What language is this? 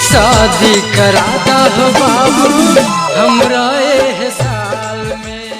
Maithili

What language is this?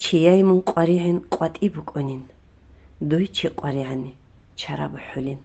Avaric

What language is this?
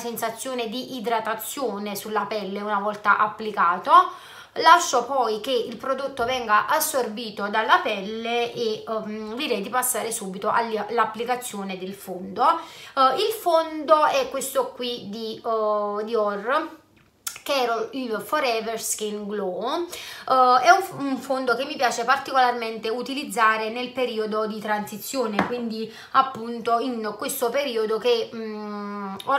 Italian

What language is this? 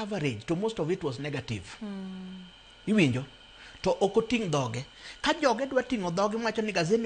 Luo (Kenya and Tanzania)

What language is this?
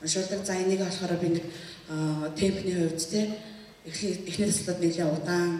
Mongolian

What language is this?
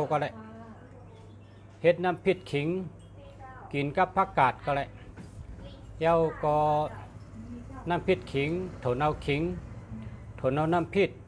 Shan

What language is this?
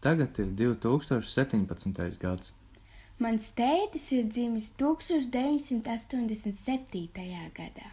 Latvian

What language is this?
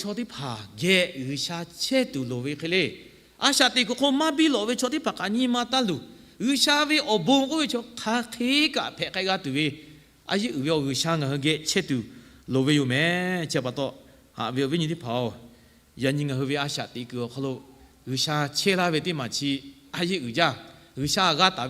Lahu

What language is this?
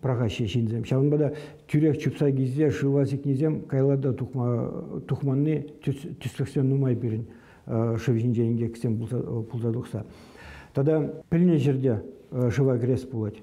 Chuvash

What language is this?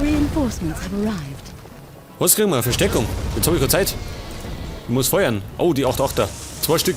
Bavarian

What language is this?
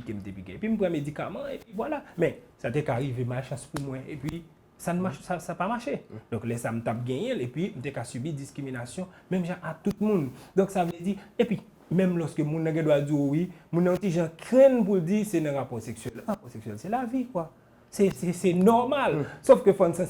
Haitian Creole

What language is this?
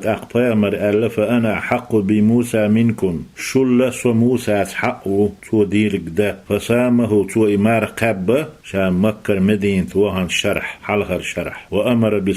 Chechen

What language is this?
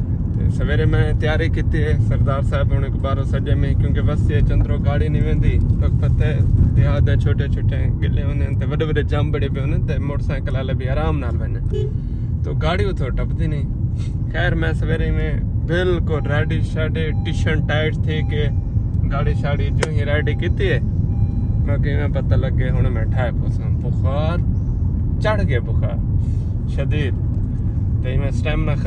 Saraiki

